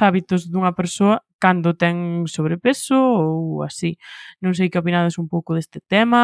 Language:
Galician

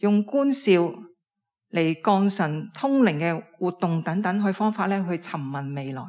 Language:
Cantonese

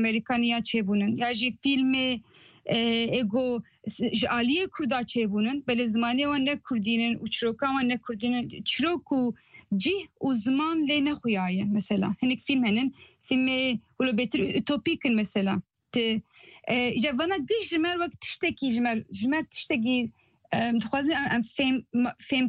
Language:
Kurdish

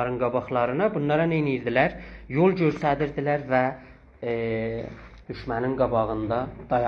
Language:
South Azerbaijani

